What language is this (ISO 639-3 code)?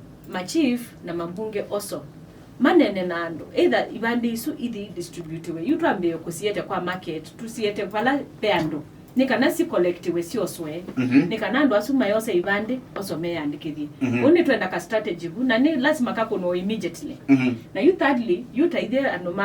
kam